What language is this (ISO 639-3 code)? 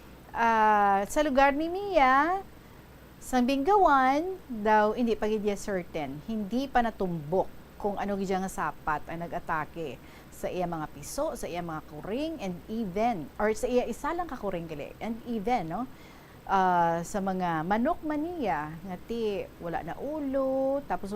hil